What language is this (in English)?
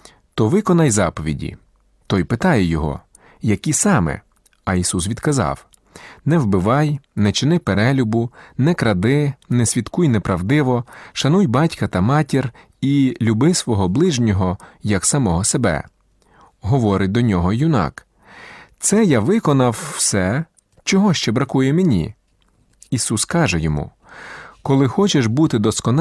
Ukrainian